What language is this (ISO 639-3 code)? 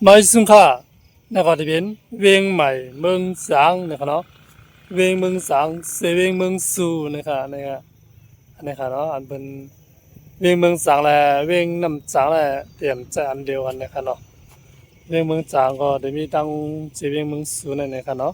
shn